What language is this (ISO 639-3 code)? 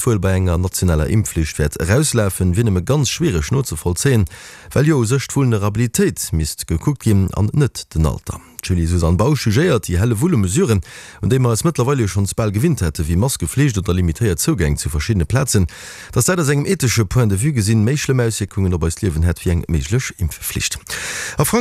ltz